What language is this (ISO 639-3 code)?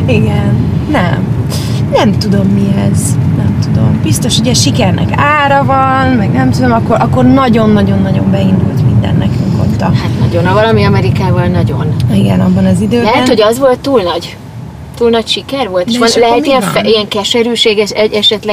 hun